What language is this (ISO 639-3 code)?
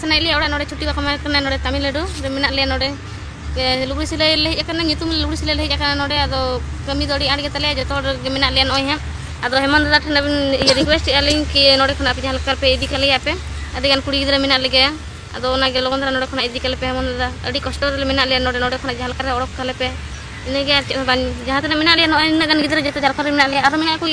sat